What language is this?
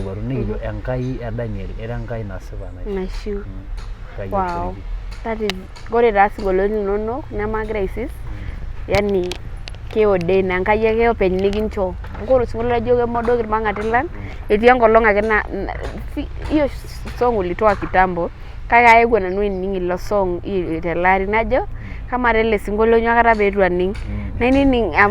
Masai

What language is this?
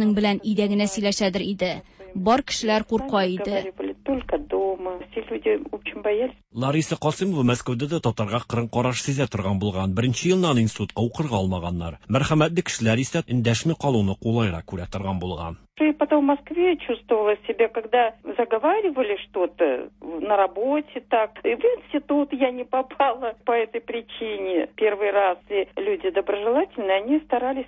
Tatar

